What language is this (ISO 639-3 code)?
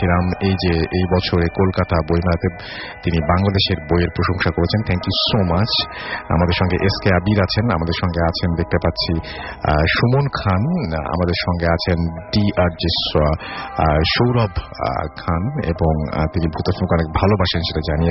ben